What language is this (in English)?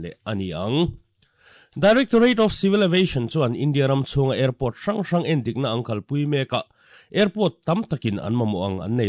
Mizo